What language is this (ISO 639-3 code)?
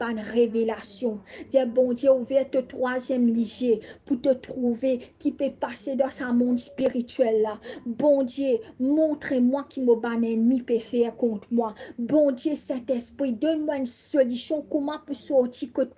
mfe